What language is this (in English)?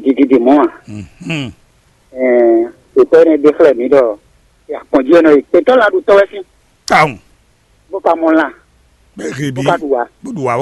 Fon